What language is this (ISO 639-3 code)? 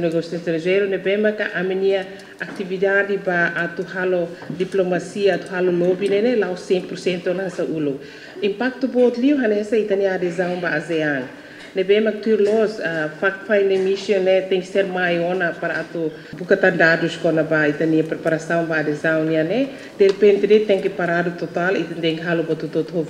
tet